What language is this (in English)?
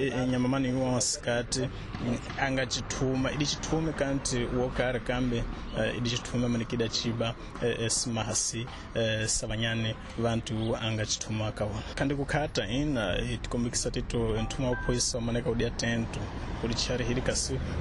Tsonga